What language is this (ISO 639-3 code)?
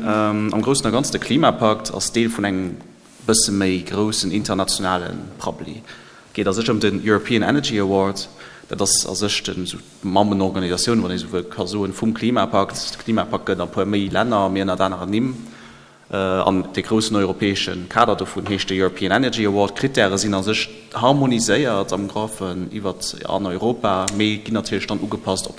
ltz